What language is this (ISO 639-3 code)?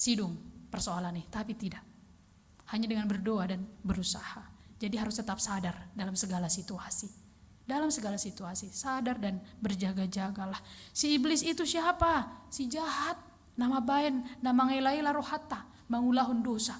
bbc